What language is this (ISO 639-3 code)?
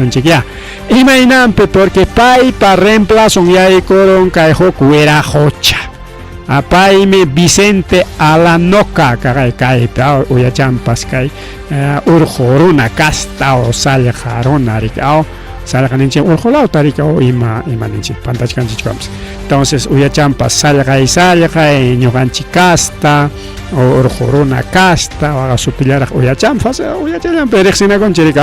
quy